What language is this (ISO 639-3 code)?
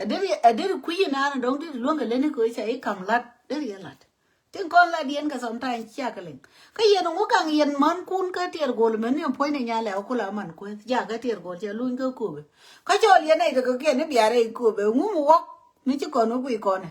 nus